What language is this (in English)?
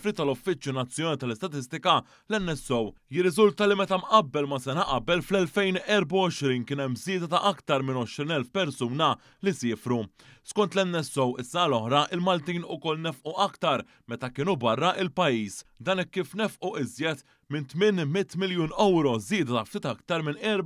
Maltese